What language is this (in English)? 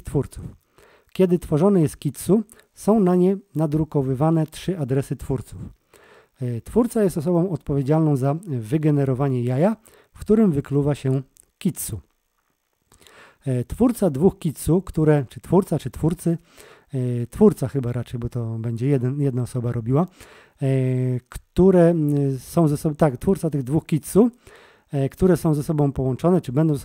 Polish